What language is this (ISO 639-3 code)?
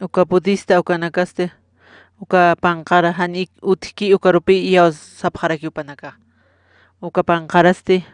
aym